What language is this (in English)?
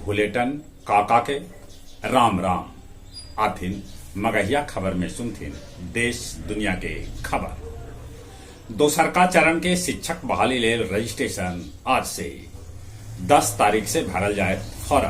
Magahi